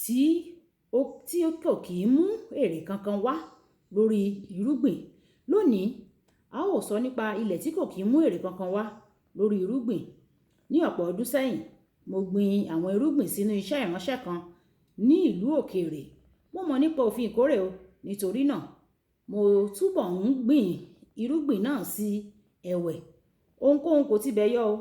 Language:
Yoruba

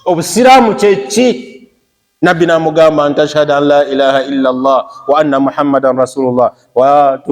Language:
Ganda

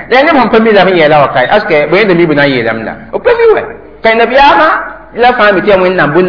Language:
Mossi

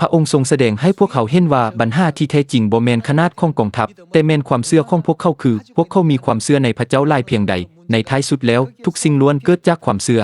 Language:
Lao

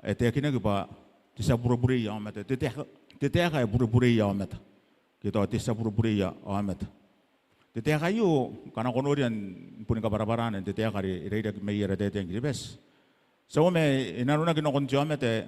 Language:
Gilbertese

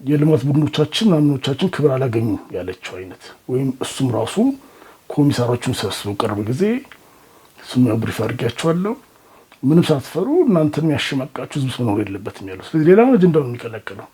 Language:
Amharic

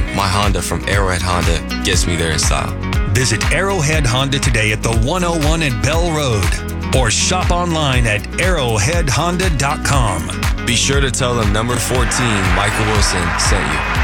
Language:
English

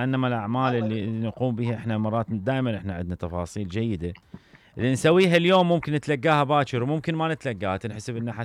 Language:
Mesopotamian Arabic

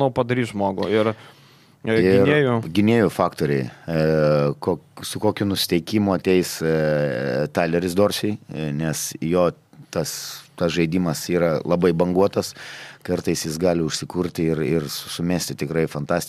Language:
Lithuanian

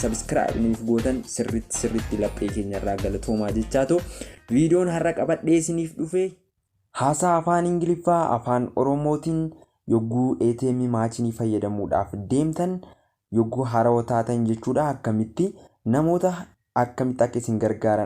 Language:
Oromo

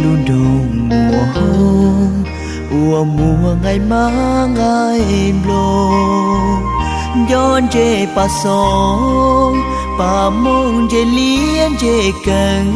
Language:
Hmong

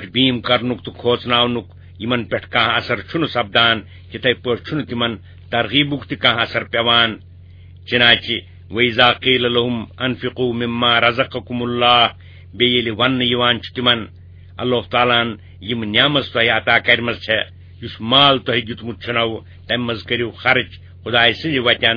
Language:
Kashmiri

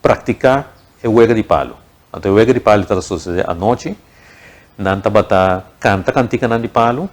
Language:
Papiamento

